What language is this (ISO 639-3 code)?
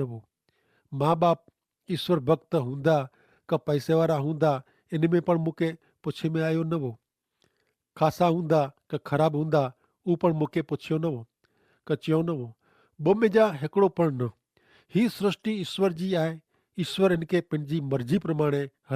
kfr